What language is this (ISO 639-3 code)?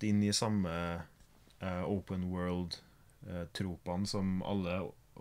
nor